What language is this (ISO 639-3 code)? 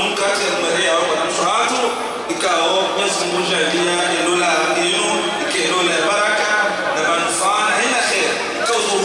zdj